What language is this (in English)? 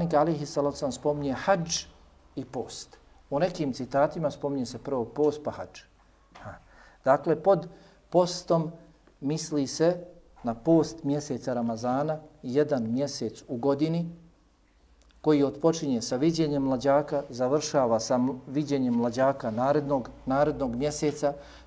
Bosnian